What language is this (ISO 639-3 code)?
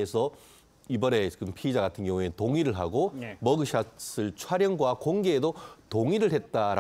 kor